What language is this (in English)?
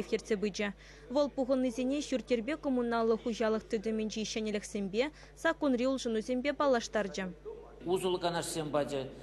Chuvash